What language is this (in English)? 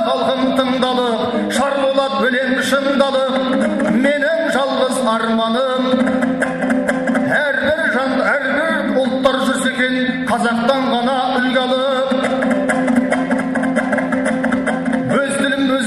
Kazakh